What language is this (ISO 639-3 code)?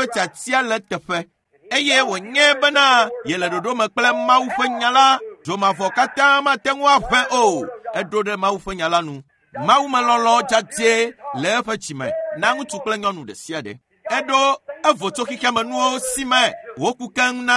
ewe